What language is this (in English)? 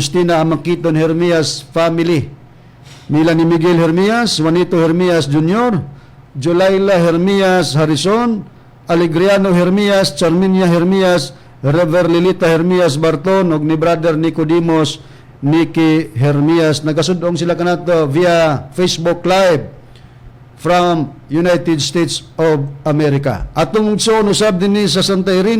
Cebuano